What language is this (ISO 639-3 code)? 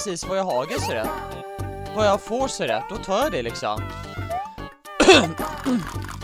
swe